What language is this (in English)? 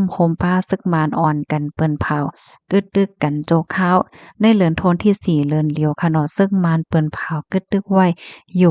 Shan